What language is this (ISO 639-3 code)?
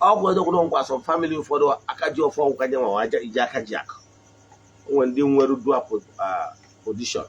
ibo